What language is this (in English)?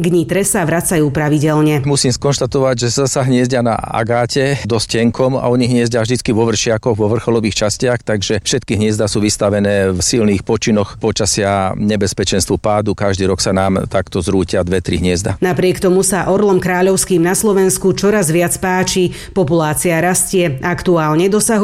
Slovak